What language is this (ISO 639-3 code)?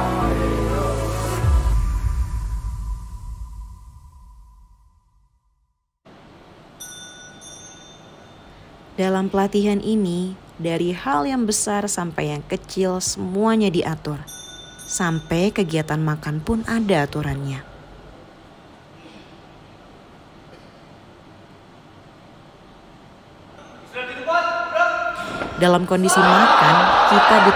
ind